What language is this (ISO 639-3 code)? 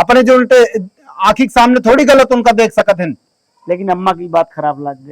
awa